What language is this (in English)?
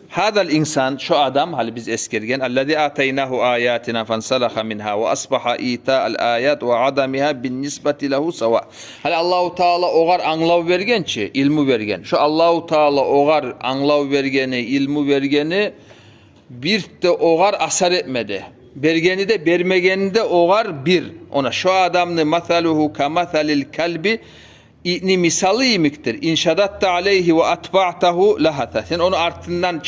Kumyk